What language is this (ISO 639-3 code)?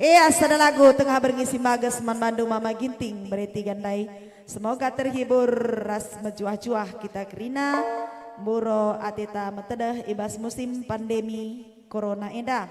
btx